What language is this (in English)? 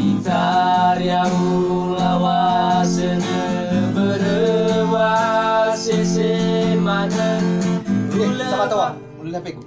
Nias